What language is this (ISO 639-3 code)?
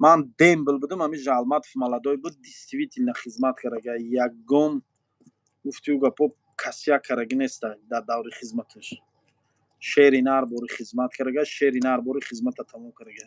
tgk